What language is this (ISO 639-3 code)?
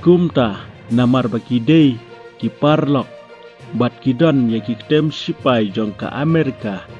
kha